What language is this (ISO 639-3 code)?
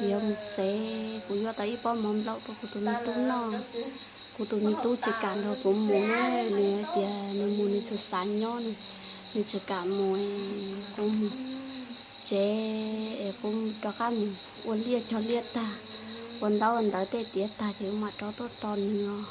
hmn